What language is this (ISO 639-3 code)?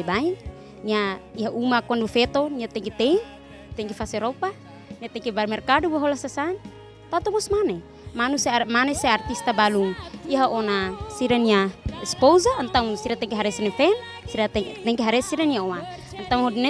tet